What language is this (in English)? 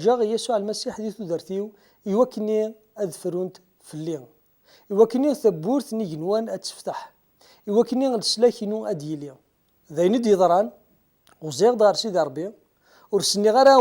Kabyle